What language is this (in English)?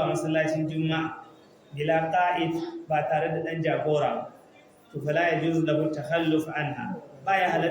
Hausa